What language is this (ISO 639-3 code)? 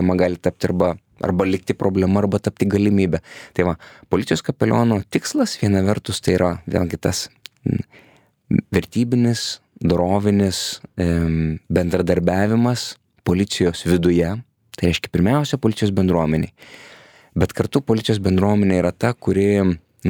lit